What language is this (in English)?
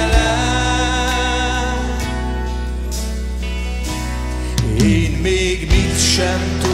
Hungarian